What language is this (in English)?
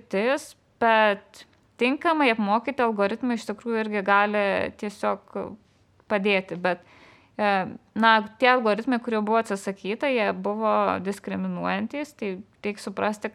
Lithuanian